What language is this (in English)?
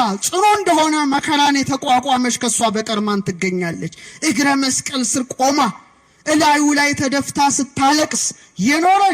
Amharic